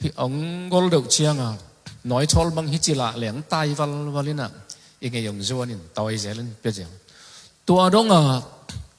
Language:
Tedim Chin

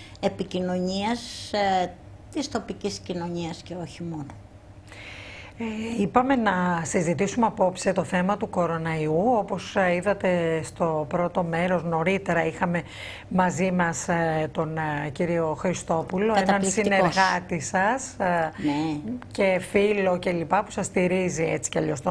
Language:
Greek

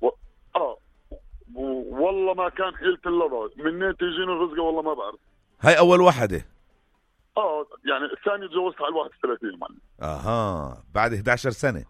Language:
North Levantine Arabic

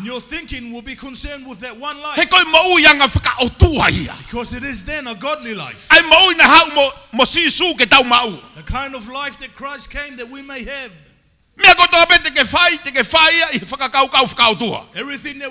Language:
Tongan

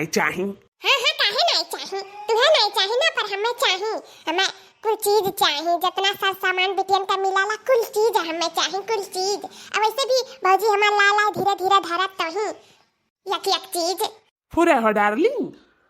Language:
Awadhi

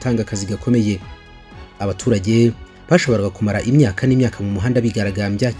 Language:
Kinyarwanda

